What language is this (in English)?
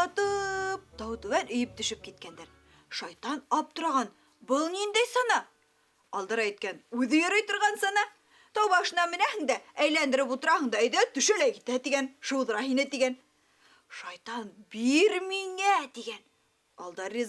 Bashkir